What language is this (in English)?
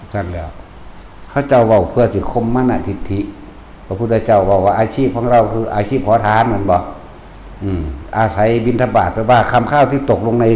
Northeastern Thai